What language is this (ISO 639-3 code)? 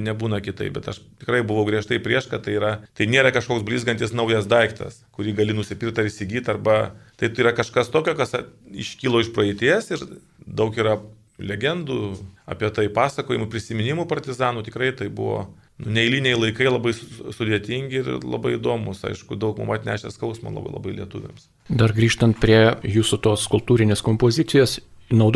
lit